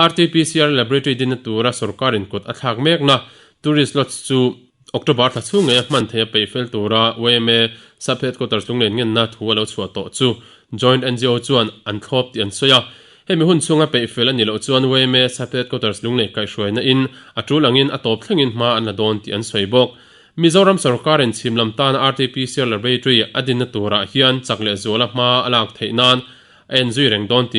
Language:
Mizo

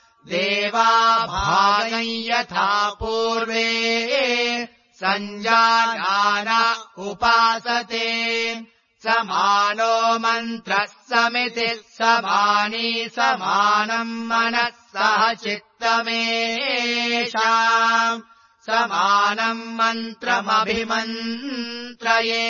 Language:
Sanskrit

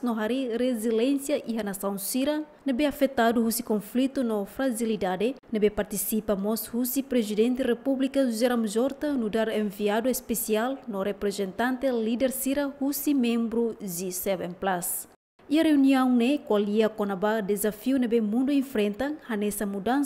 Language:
Tetum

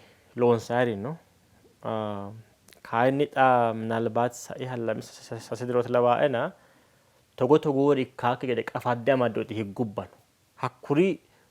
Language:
Sidamo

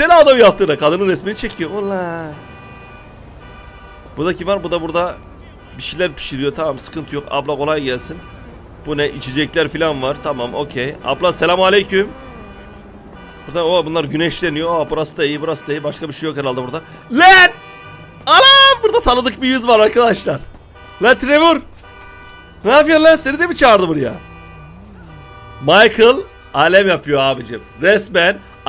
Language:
Turkish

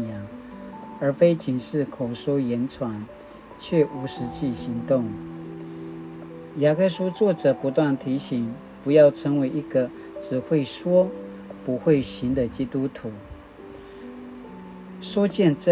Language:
Paiwan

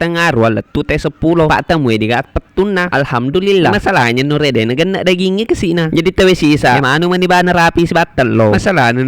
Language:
Buginese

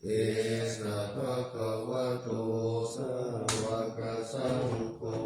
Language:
Pali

